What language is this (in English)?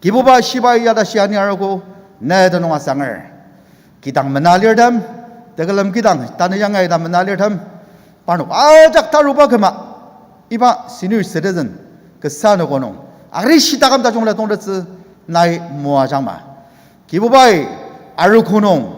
Ao Naga